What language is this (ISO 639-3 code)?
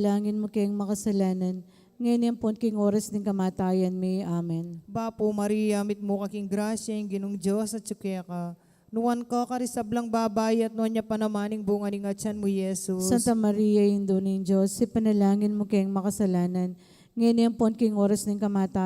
pam